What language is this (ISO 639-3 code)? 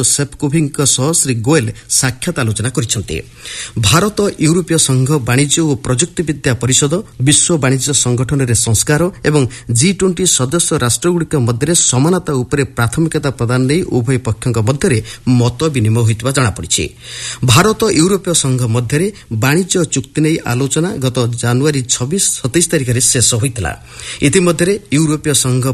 ori